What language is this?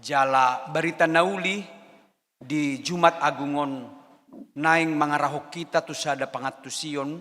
Batak Toba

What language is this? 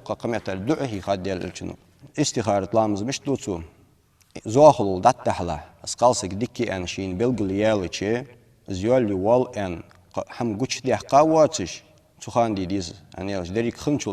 Ingush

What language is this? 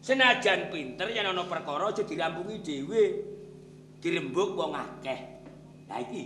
Javanese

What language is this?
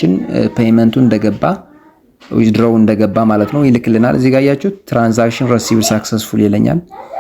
Amharic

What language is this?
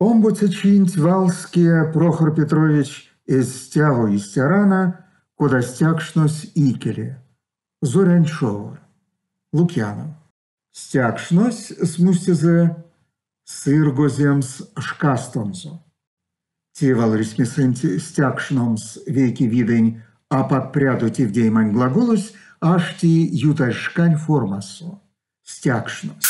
Erzya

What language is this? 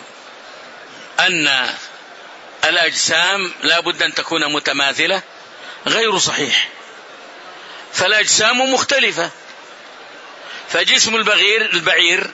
Arabic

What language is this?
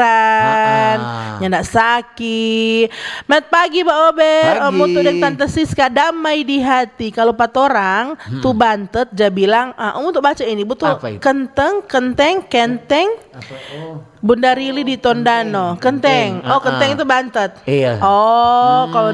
Manado Malay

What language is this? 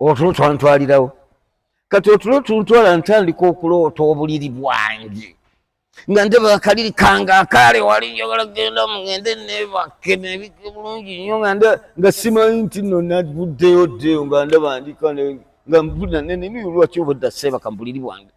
Ganda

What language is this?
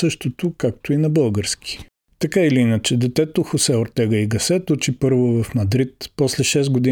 Bulgarian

